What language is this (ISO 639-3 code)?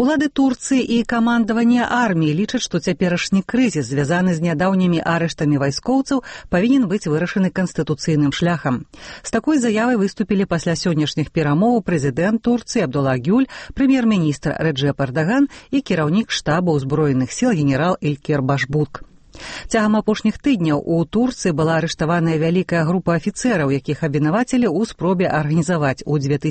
bel